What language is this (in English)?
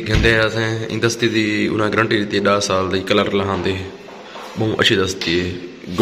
Saraiki